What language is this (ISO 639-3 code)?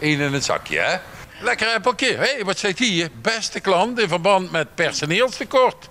lim